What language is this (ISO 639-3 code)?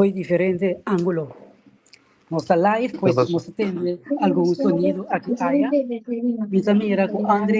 pap